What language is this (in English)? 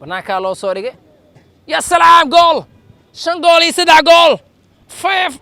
Somali